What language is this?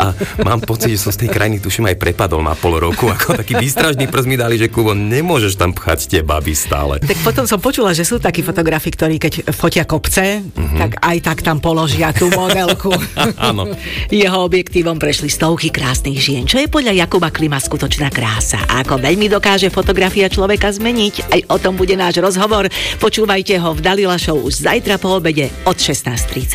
Slovak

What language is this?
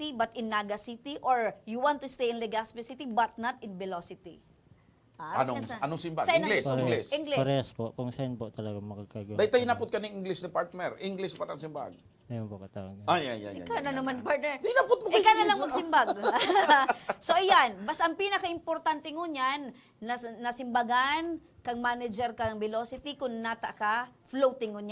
Bikol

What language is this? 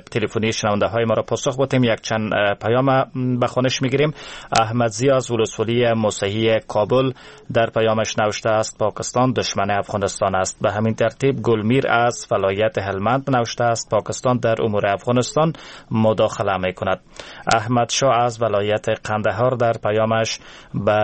Persian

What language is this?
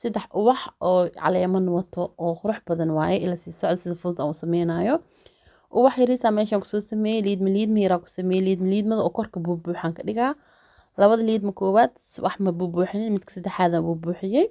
Somali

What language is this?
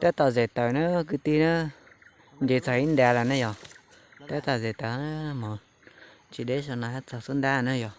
Hmong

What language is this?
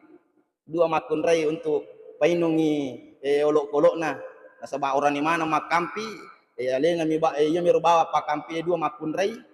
Buginese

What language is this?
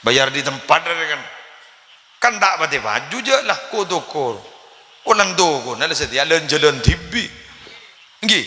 Madurese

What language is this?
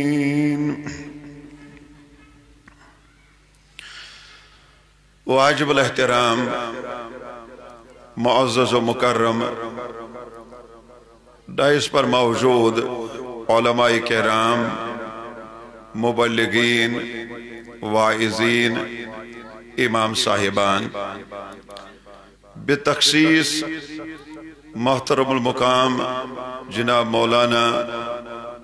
Kashmiri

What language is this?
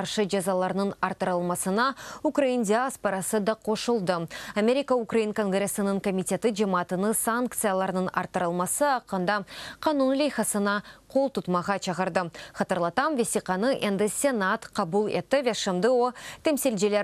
Crimean Tatar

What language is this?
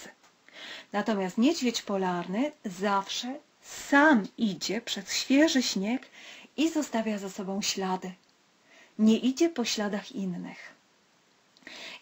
Polish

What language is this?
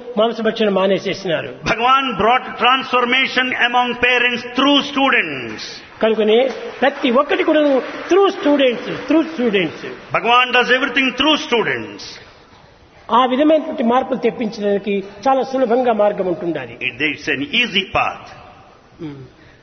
Telugu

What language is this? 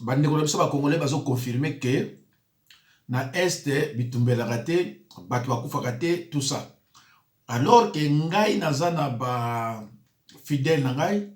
Lingala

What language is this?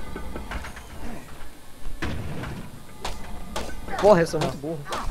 Portuguese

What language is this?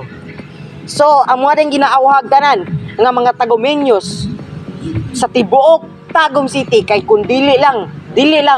Cebuano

